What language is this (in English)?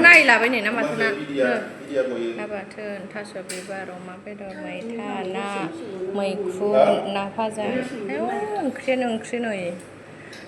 Bodo